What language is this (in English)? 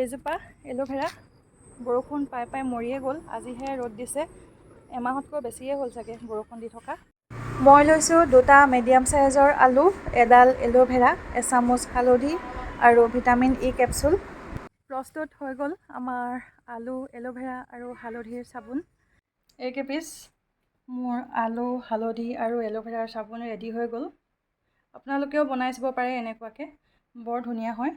Assamese